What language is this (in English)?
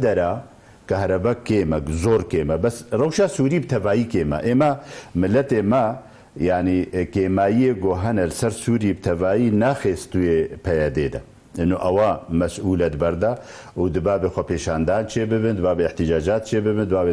Kurdish